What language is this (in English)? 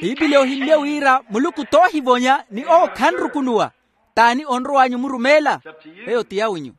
Makhuwa